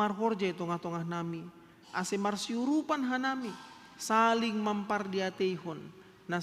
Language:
Batak Simalungun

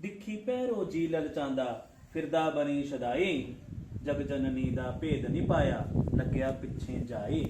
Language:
Dogri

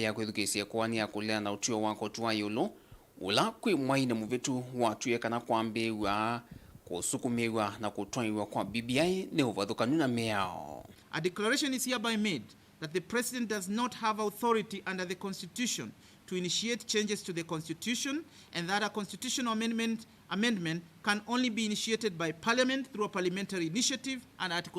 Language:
Kamba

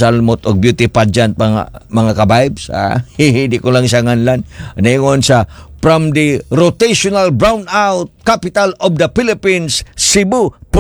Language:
Cebuano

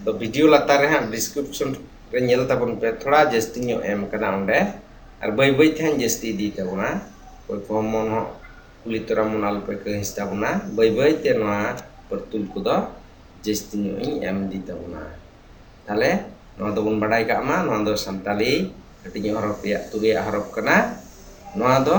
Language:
Santali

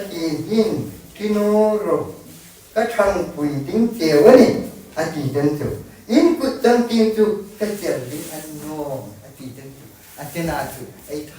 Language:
Hmar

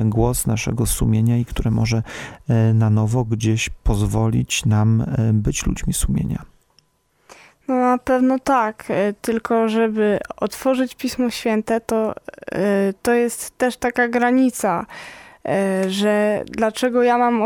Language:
Polish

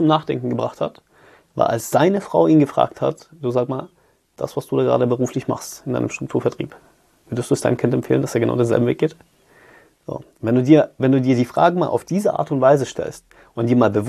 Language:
German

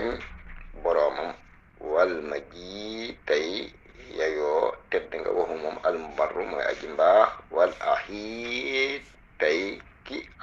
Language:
Wolof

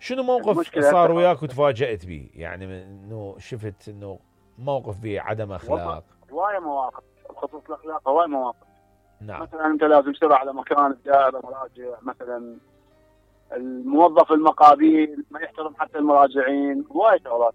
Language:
Mesopotamian Arabic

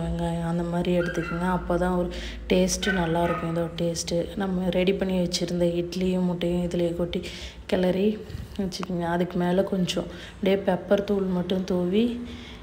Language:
Tamil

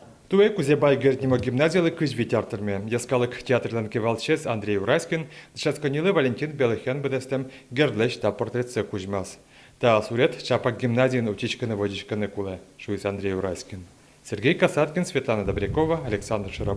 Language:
Udmurt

